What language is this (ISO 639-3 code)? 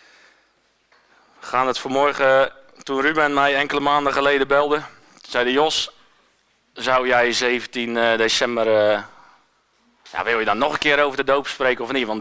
nld